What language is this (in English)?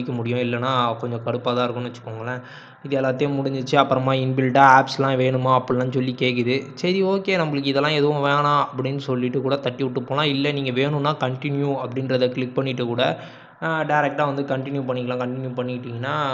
Tamil